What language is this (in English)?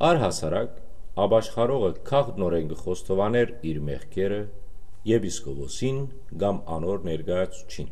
Western Armenian